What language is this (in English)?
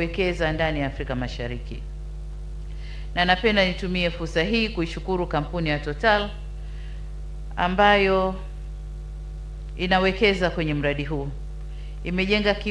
Swahili